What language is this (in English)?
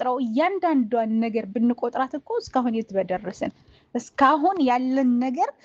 Amharic